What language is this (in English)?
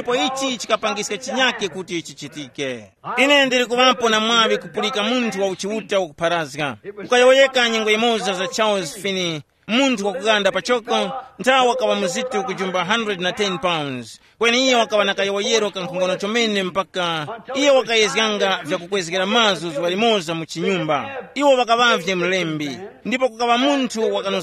Tumbuka